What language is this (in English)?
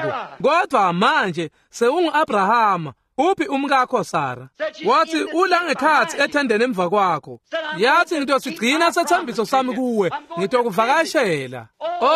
Swati